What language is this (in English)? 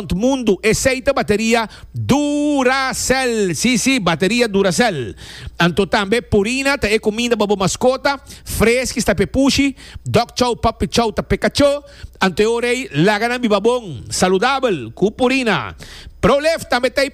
Papiamento